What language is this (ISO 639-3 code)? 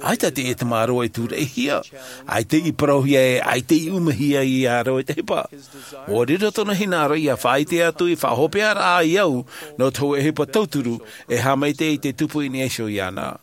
tah